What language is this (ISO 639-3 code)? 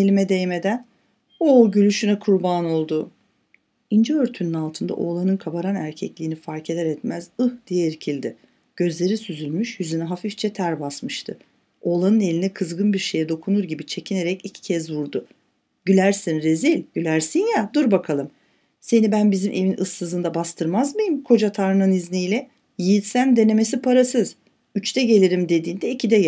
tur